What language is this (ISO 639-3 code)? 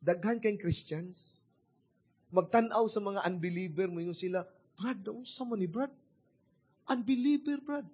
ceb